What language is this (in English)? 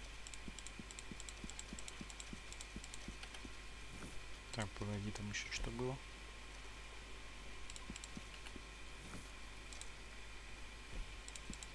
Russian